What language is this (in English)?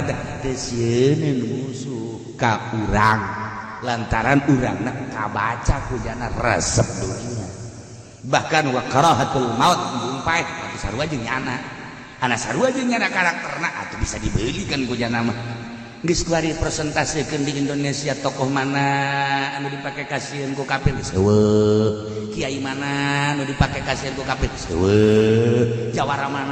Sundanese